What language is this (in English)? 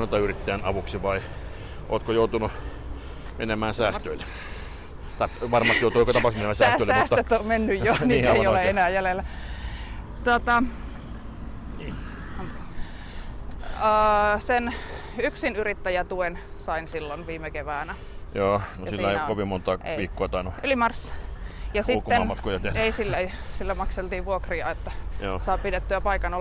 Finnish